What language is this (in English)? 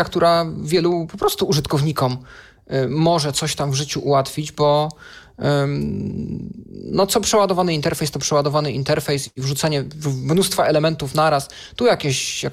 Polish